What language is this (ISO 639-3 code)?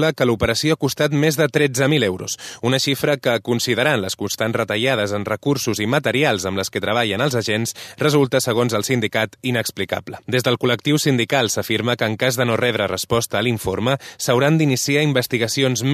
cat